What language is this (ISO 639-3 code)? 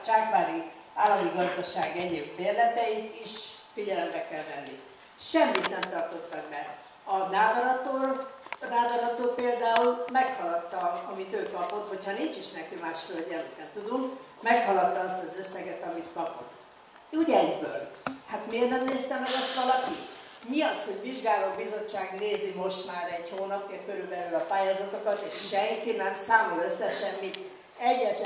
hun